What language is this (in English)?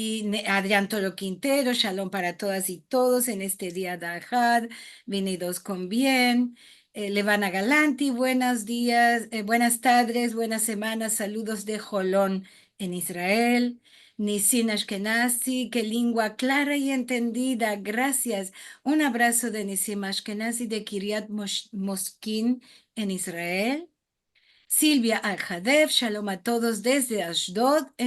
Ladino